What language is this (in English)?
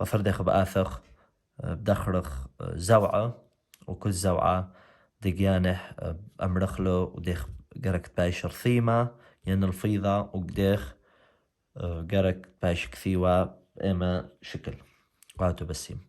Assyrian Neo-Aramaic